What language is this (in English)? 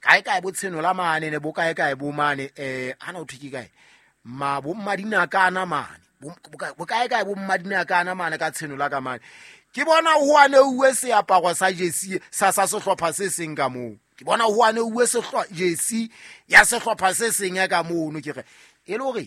Southern Sotho